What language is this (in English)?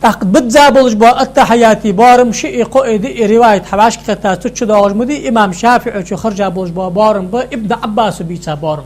Ingush